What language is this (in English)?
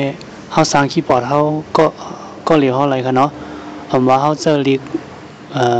Shan